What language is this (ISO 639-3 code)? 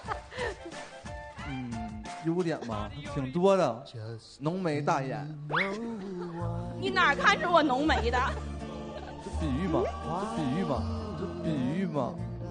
zho